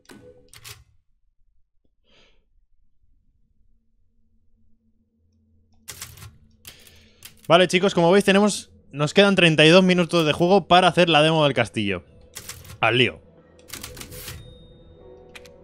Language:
Spanish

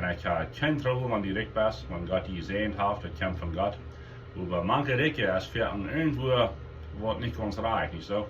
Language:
Plautdietsch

